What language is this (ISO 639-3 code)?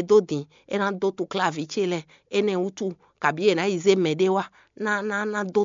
fon